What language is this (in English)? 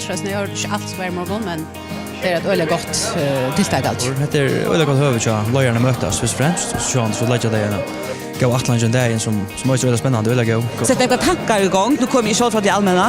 Faroese